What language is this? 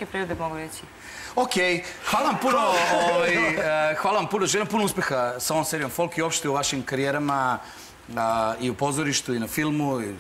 Serbian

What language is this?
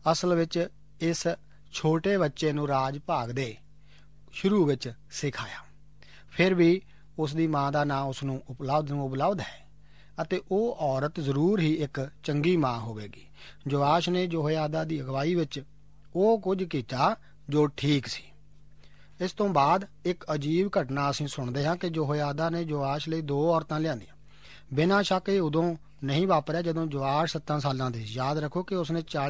Punjabi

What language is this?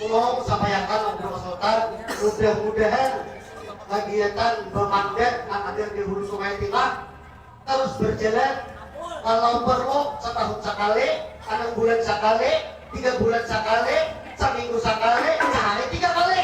Banjar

